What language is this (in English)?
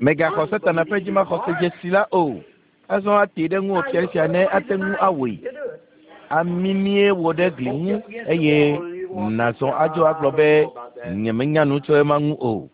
Ewe